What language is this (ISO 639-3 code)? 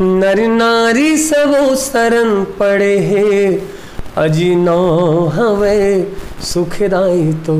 hne